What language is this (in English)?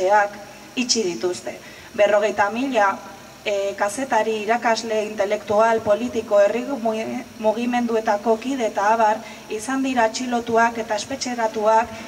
Basque